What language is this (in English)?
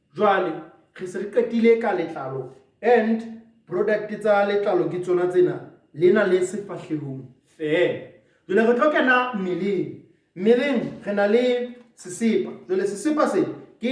Southern Sotho